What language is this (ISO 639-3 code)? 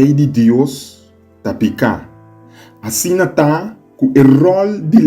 pap